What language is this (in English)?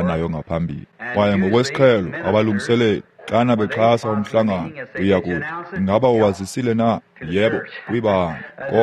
Xhosa